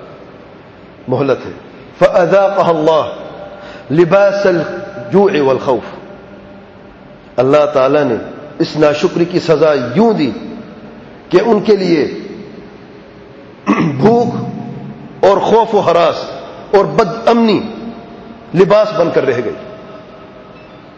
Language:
Urdu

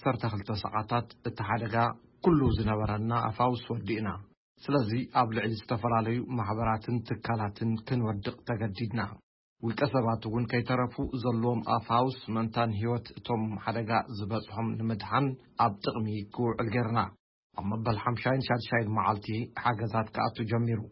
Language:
Tigrinya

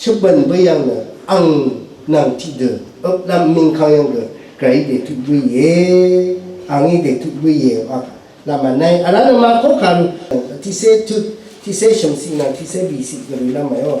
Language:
Rawang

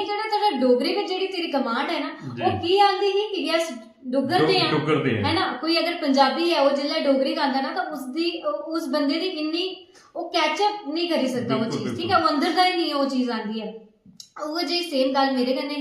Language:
Dogri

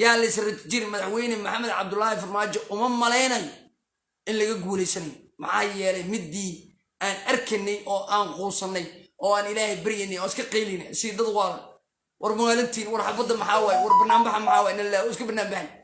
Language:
Somali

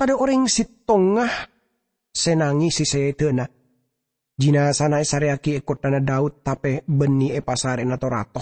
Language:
Madurese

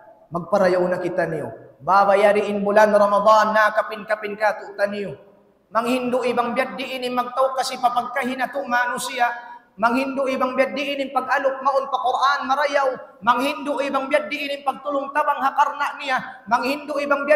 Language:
Tausug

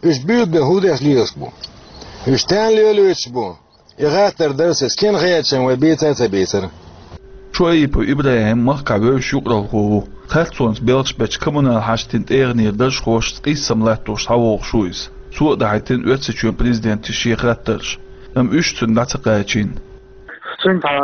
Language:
Chechen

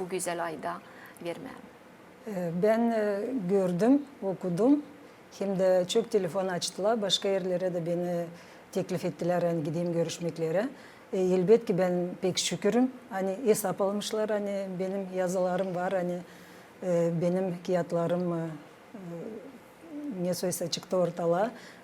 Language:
Gagauz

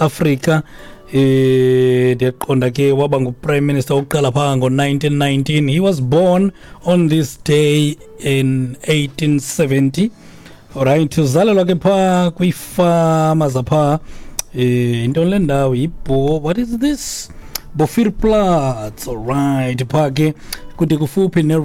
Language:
Xhosa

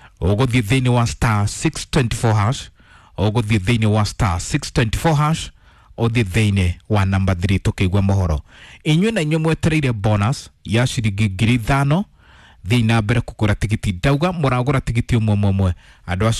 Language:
Kikuyu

